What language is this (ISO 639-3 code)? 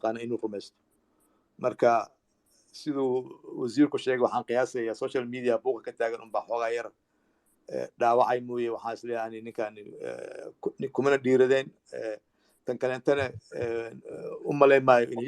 som